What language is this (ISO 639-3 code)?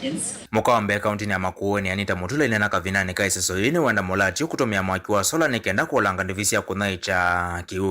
kam